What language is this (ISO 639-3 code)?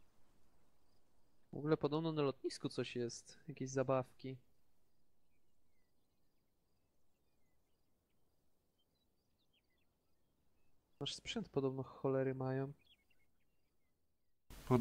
pol